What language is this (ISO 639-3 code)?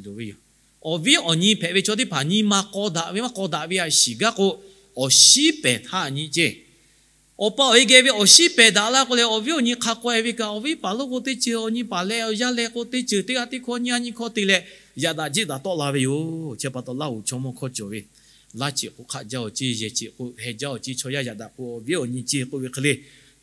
lhu